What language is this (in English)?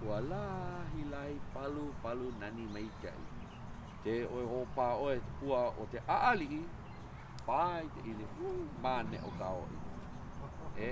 Hawaiian